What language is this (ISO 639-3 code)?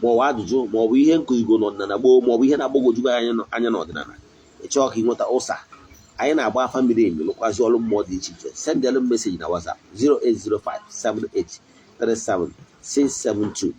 ibo